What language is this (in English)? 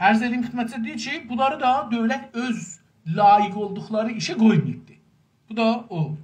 South Azerbaijani